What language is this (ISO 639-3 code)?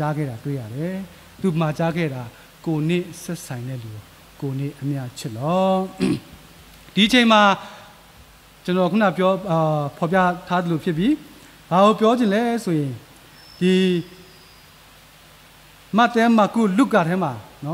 mya